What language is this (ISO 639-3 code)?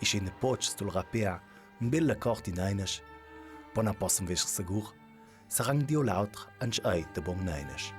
lld